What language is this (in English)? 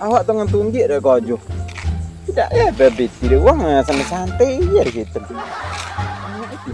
Minangkabau